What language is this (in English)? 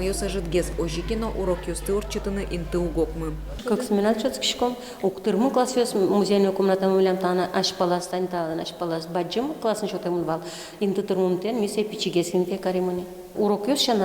Udmurt